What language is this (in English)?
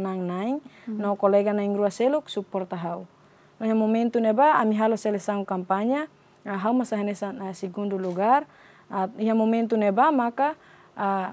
Tetum